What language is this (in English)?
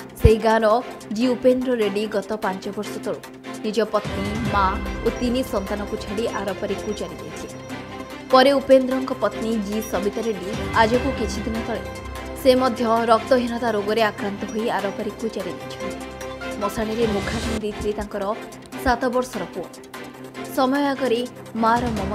Odia